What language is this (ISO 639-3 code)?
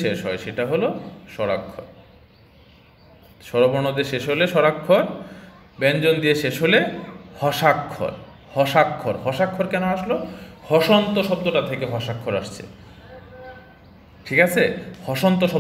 ben